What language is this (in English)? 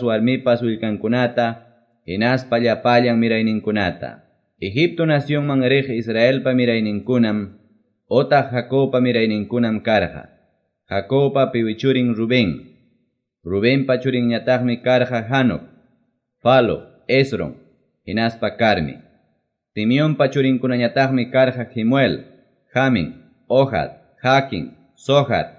Quechua